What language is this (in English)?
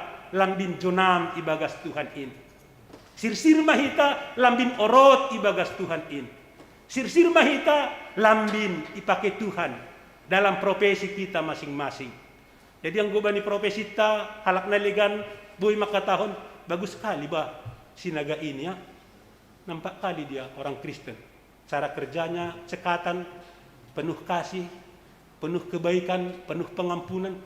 Batak Simalungun